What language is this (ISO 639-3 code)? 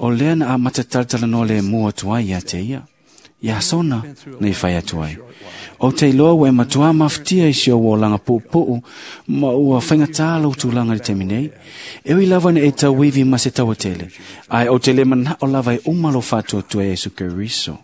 smo